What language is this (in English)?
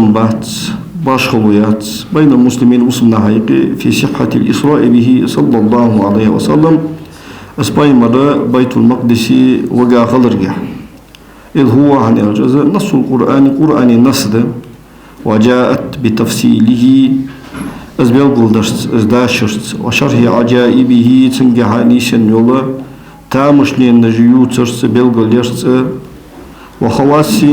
Ingush